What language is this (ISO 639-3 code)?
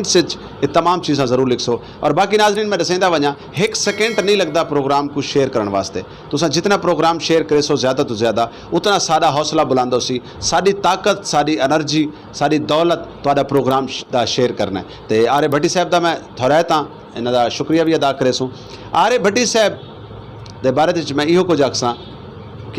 skr